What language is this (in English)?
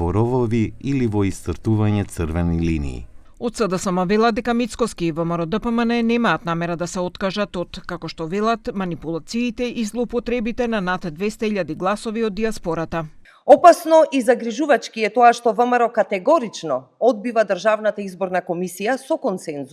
Macedonian